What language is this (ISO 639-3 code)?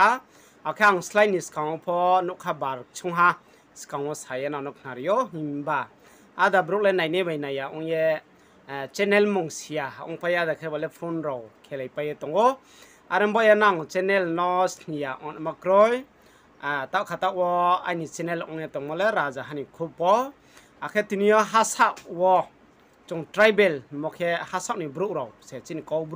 ria